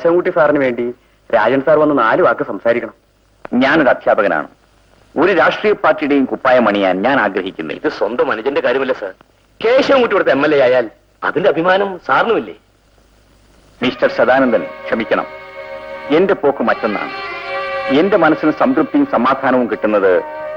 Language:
Malayalam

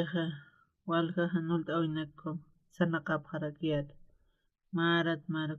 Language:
Aymara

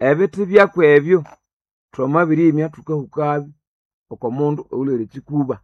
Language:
Nande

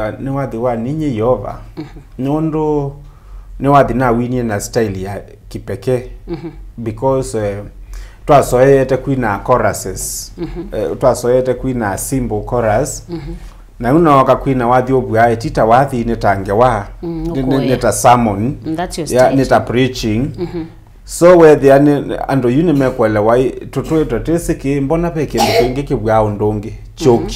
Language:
Kamba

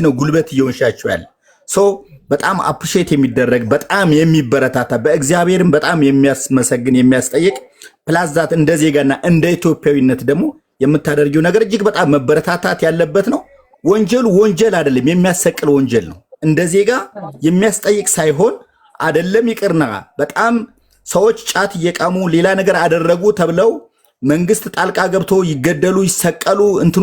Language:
Amharic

